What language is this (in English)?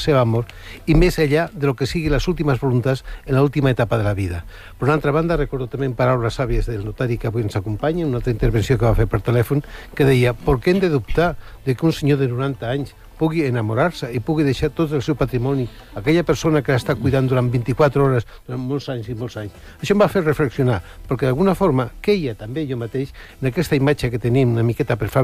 Catalan